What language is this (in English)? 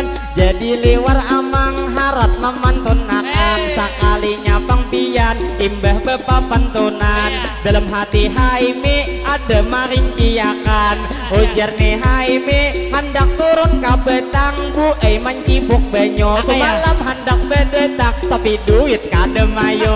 Banjar